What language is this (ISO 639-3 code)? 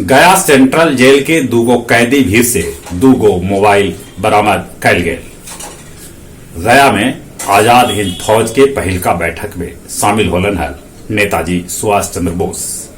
mag